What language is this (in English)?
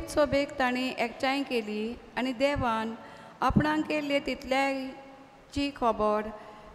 Konkani